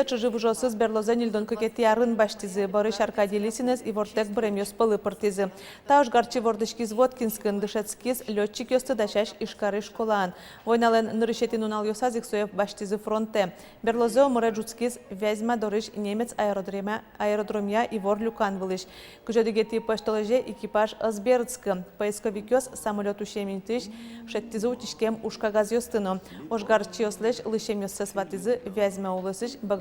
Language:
Udmurt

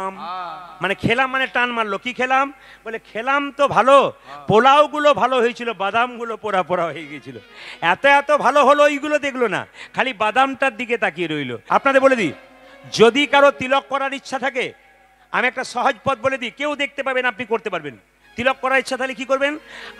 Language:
Bangla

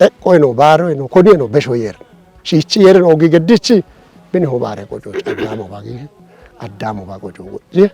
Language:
Kafa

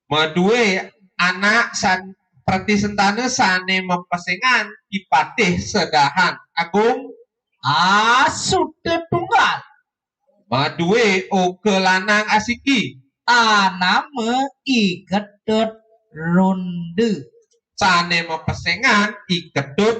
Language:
Balinese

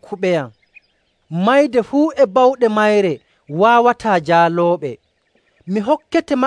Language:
Nigerian Fulfulde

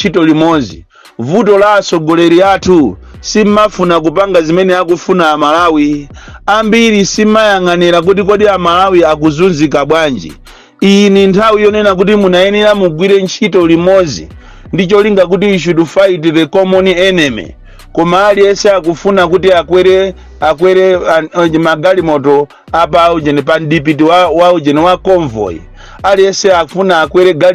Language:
Nyanja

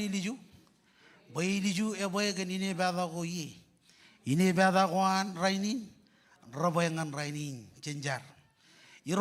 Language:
Marshallese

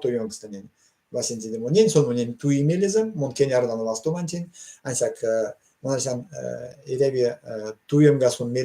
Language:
Erzya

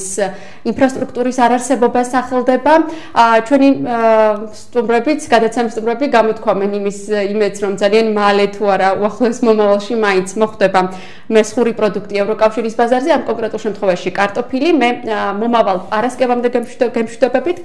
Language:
Georgian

